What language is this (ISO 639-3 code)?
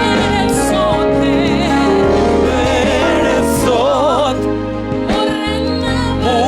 ven